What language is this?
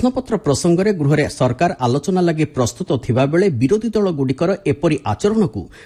Odia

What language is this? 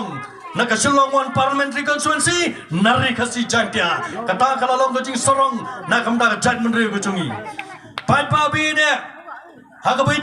Khasi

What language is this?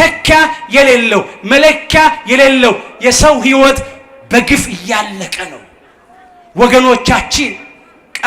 Amharic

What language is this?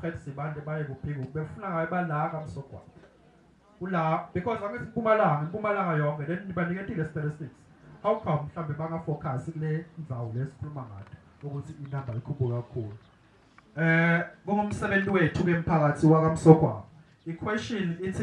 Zulu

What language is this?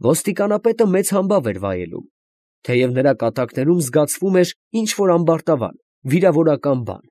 Armenian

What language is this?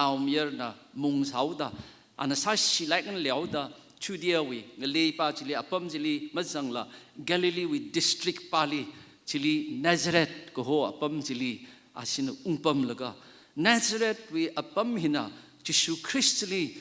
Tangkhul Naga (India)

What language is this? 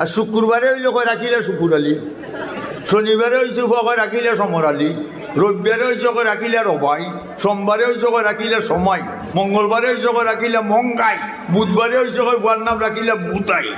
Sylheti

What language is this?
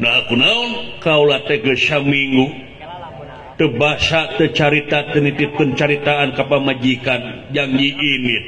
Sundanese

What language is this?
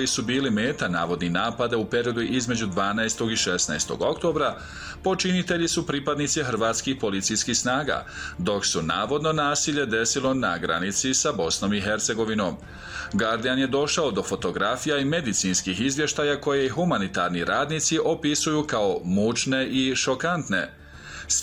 Bosnian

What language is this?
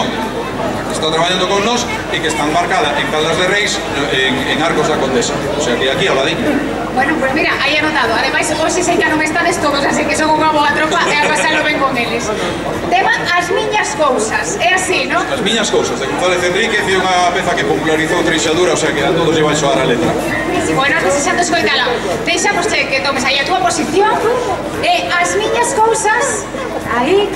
Galician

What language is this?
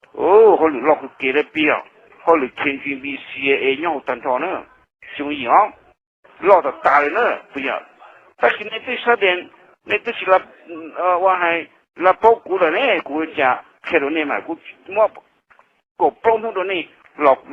Hmong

